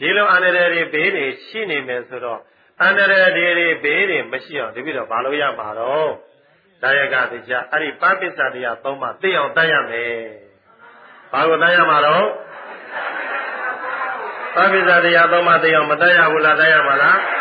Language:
Burmese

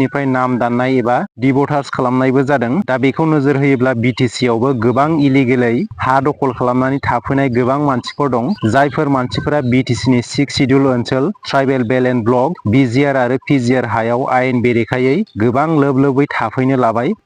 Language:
Bodo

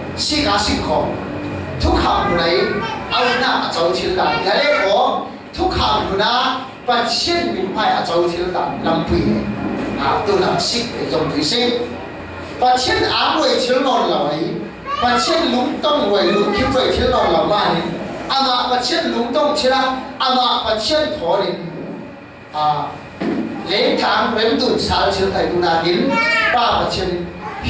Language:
Falam Chin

